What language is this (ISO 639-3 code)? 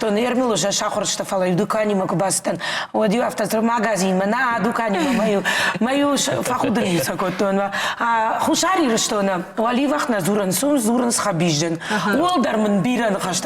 oss